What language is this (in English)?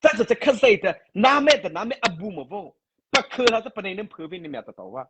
Mara Chin